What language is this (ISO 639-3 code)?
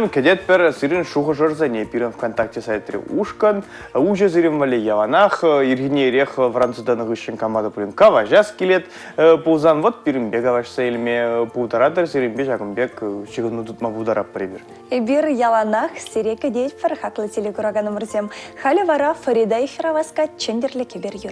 chv